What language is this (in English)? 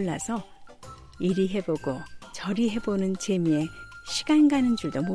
Korean